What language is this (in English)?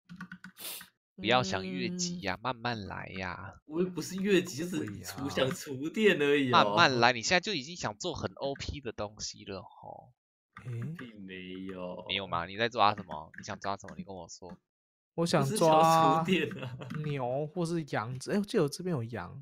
Chinese